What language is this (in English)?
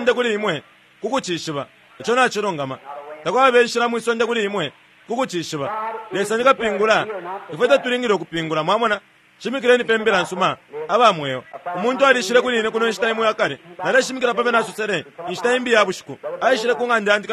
Bemba